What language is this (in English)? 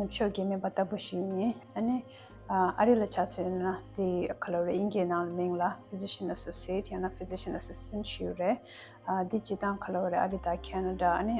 Tibetan